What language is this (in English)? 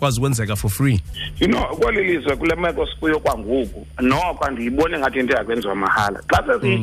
Xhosa